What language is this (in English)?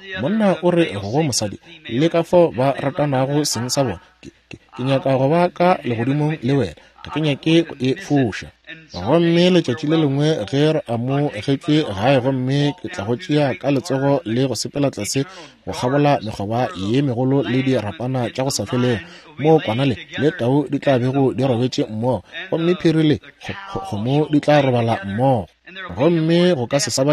Northern Sotho